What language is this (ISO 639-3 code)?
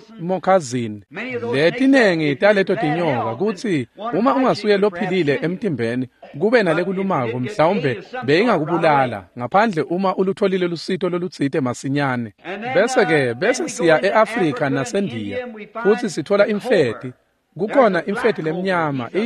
ssw